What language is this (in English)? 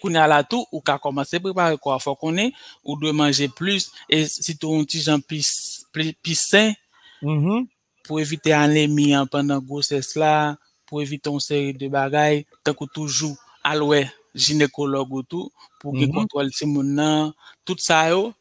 Haitian Creole